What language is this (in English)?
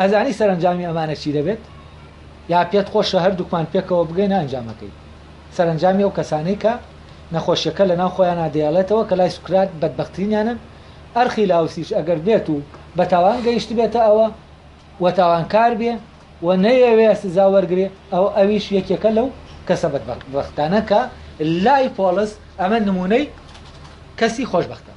Central Kurdish